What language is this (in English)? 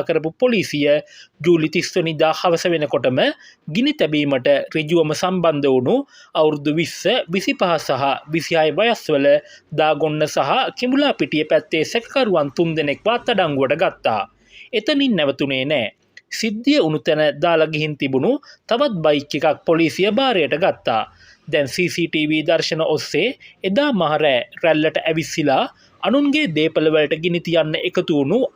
Sinhala